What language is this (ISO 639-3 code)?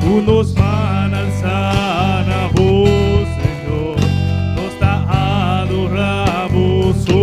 pap